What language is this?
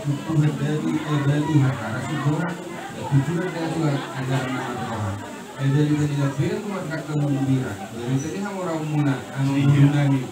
Batak Toba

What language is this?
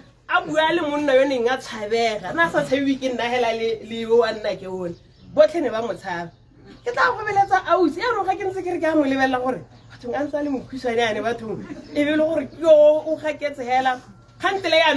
Tswana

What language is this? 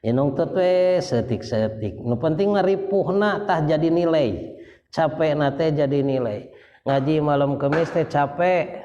Sundanese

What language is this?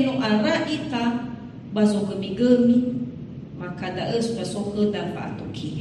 Nias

